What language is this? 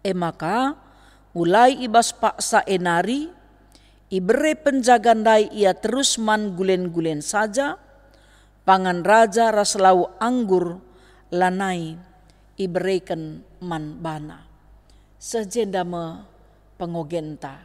Batak Karo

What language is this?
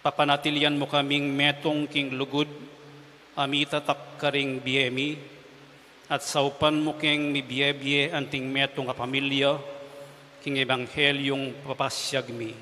Pampanga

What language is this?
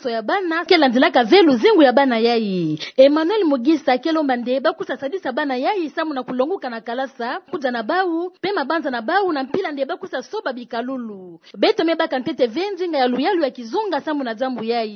Kituba (Democratic Republic of Congo)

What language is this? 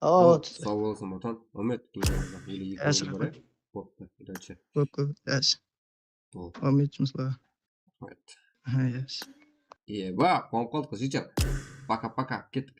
Kara-Kalpak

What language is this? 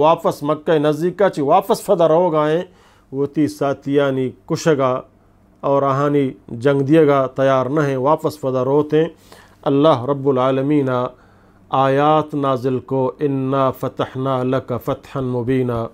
Eastern Balochi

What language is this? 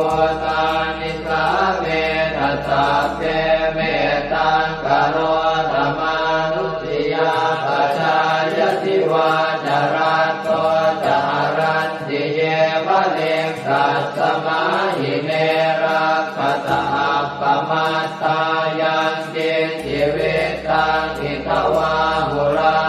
Pali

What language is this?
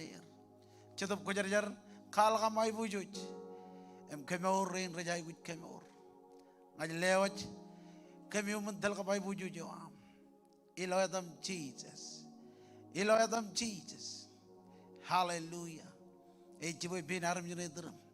Marshallese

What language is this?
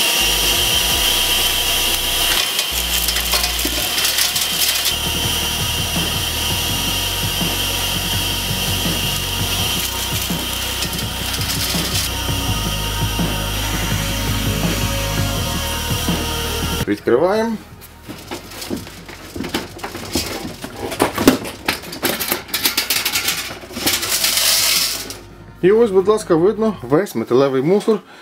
Ukrainian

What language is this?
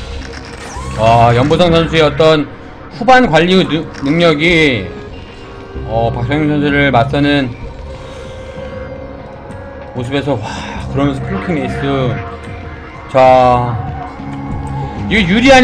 Korean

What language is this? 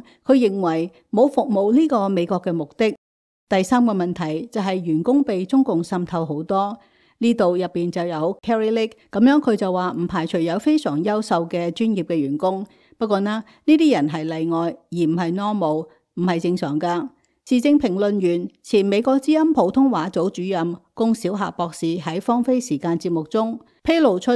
Cantonese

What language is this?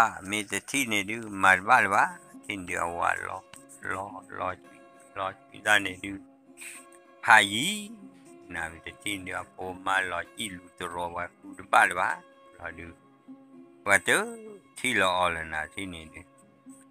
S'gaw Karen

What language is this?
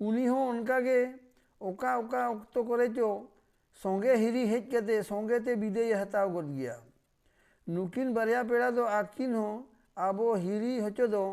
Santali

